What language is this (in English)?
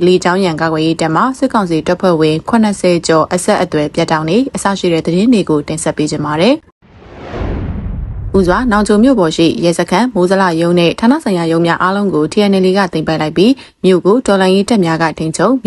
Burmese